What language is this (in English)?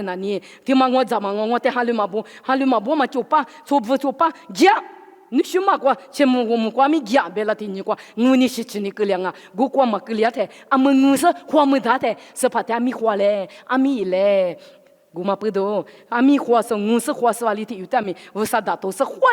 Lisu